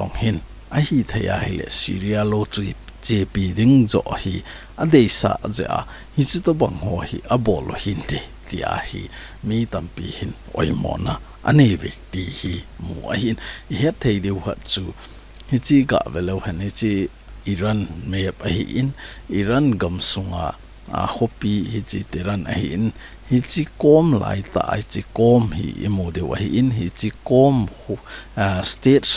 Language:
Thado Chin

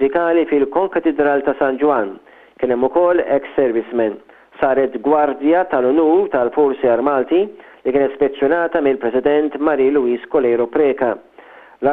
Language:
Maltese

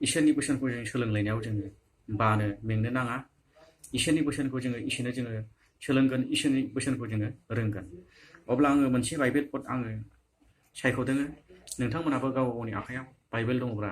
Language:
Bodo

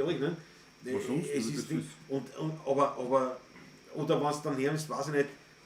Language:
Bavarian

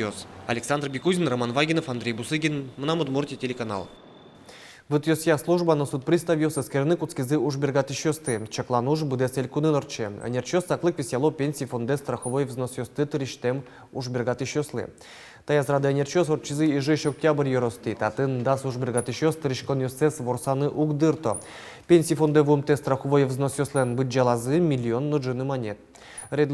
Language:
Udmurt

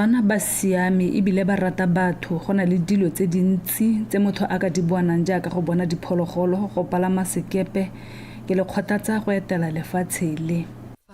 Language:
Tswana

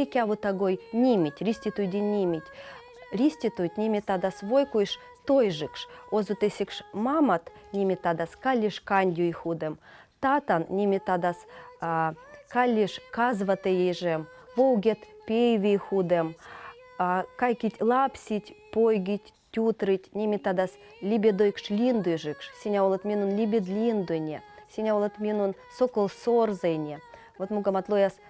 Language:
Veps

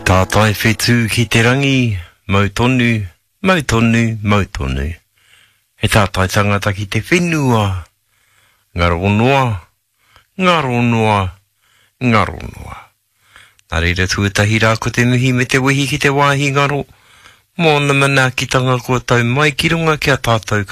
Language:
Māori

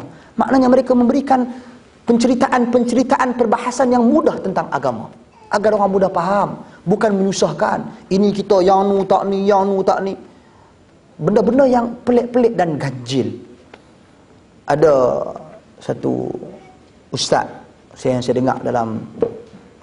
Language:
Malay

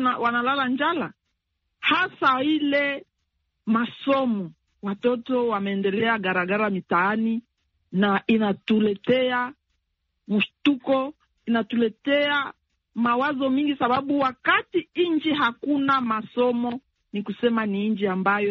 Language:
Swahili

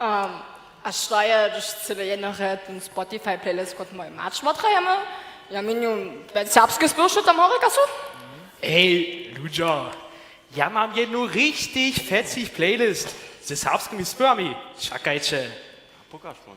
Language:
Upper Sorbian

